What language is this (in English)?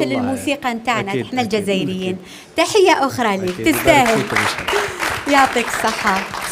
Algerian Arabic